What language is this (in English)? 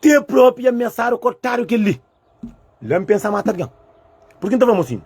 Kabuverdianu